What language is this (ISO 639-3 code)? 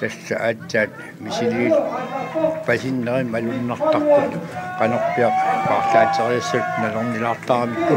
kal